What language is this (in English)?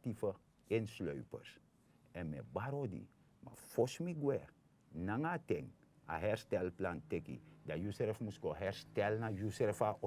Sranan Tongo